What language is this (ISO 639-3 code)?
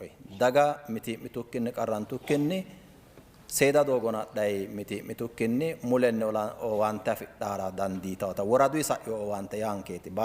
sid